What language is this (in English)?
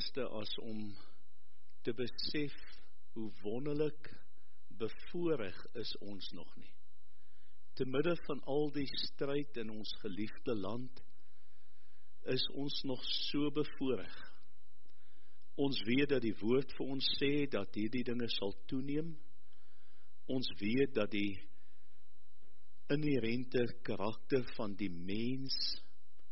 Afrikaans